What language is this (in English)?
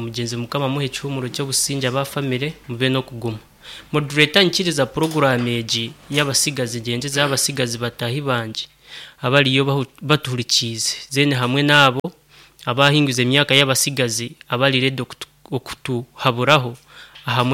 Nyoro